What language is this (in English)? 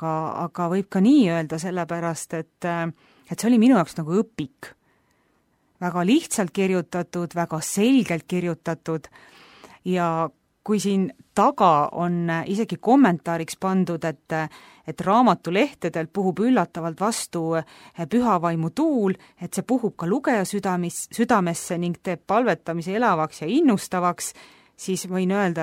Estonian